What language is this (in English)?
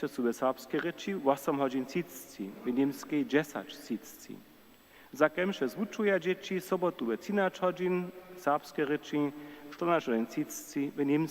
Upper Sorbian